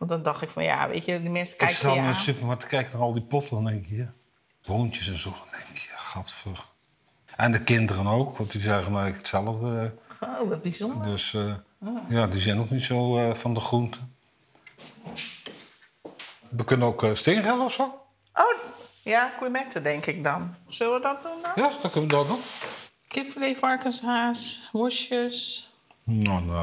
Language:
Dutch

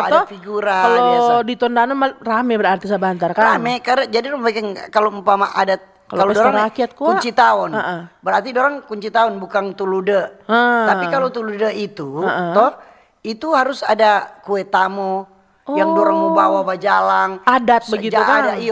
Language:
Manado Malay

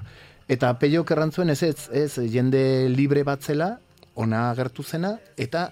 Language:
Basque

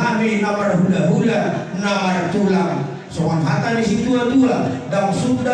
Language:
Batak Toba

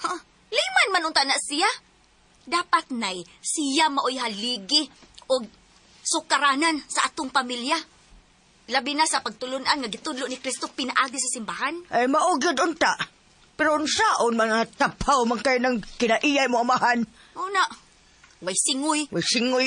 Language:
Cebuano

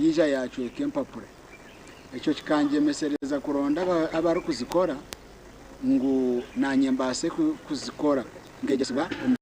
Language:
Nyankole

